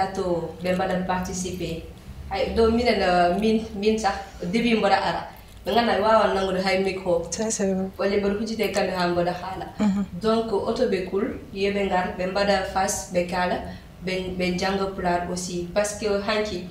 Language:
Fula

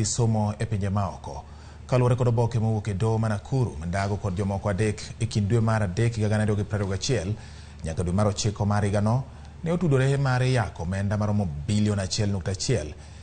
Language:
Luo (Kenya and Tanzania)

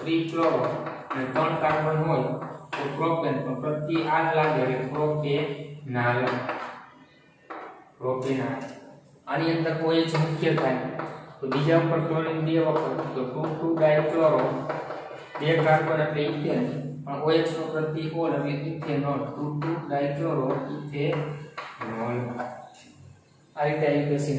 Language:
Gujarati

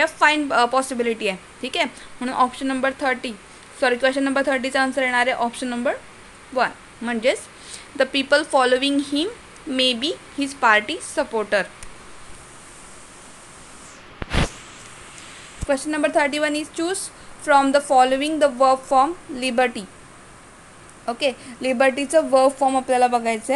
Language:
Marathi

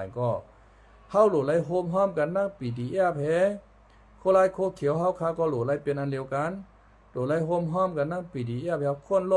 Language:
Shan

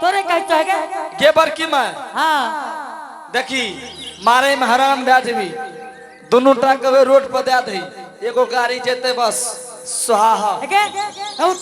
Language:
Angika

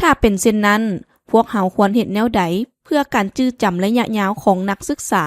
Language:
Lao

